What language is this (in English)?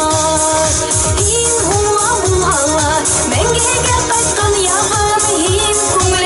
Bashkir